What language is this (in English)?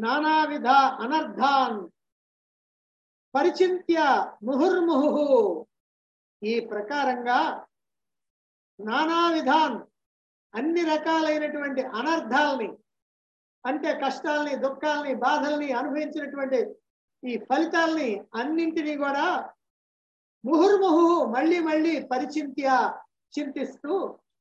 Telugu